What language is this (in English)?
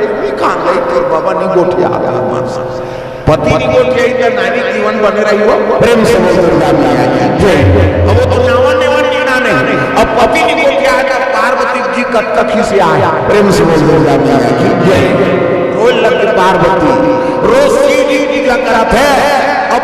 Chhattisgarhi